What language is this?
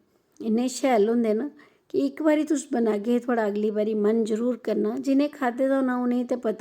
Dogri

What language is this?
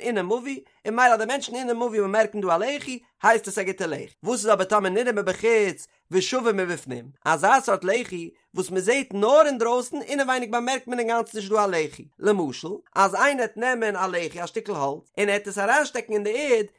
Yiddish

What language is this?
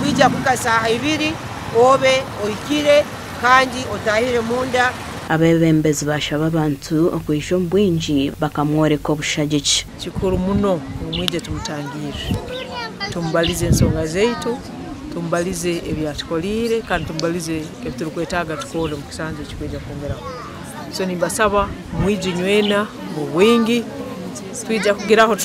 Nyankole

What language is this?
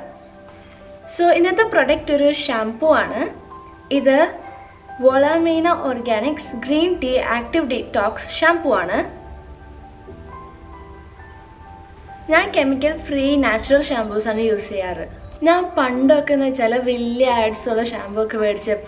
Malayalam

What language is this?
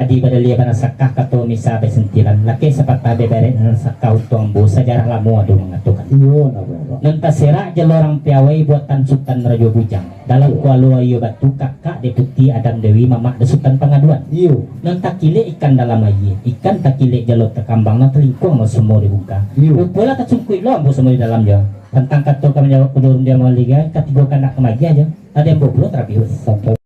Minangkabau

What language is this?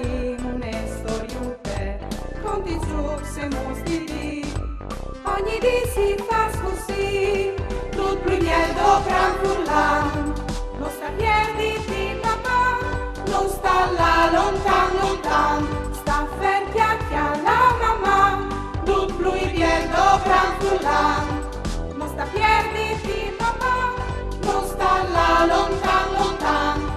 Friulian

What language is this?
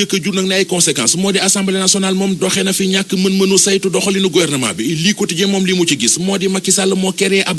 Wolof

